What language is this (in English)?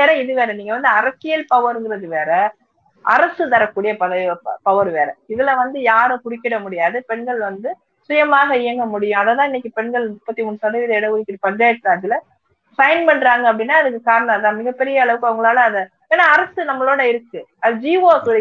Tamil